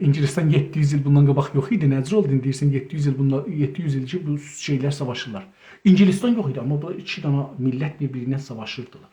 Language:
South Azerbaijani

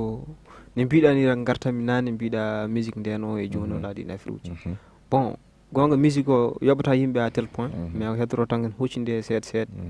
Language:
Fula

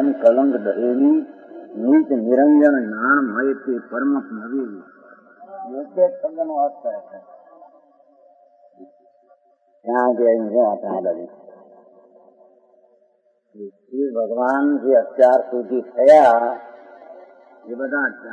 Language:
Gujarati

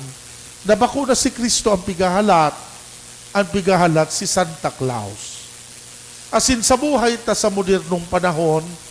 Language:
Bikol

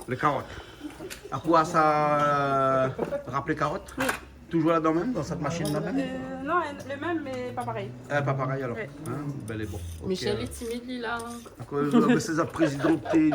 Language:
Réunion Creole French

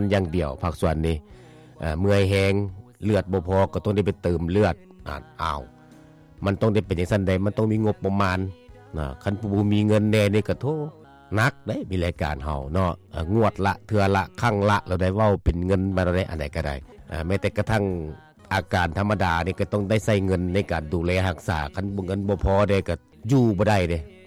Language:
Lao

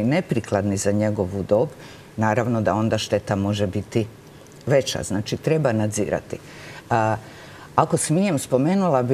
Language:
Croatian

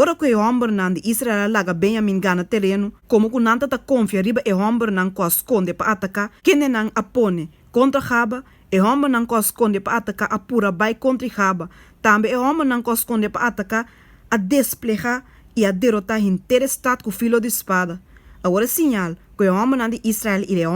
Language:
Papiamento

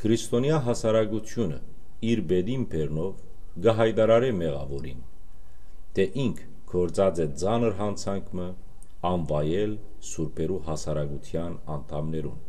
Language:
Western Armenian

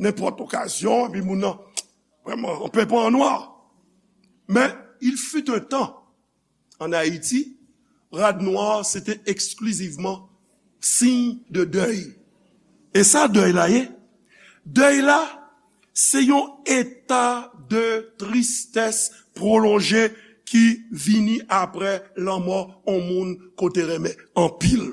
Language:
Haitian Creole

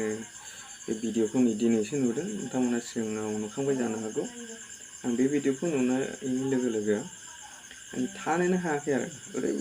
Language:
Bodo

